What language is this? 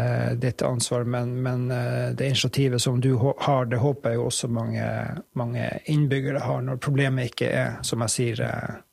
Norwegian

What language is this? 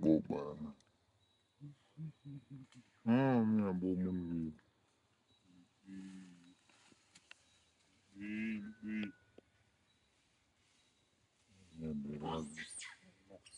Vietnamese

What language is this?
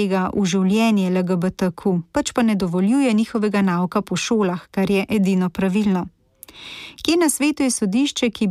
Slovenian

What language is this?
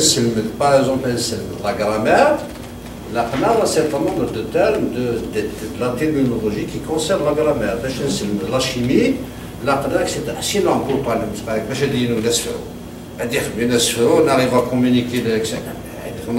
Kabyle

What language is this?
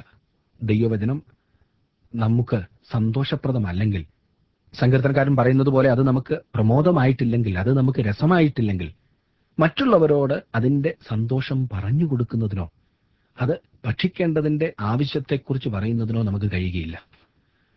Malayalam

